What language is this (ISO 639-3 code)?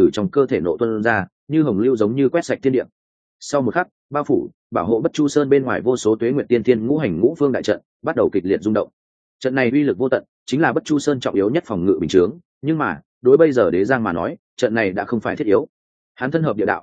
vie